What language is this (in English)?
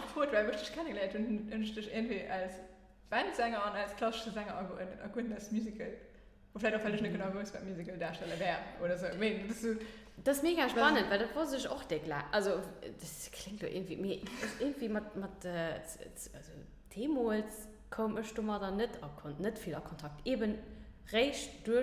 Luxembourgish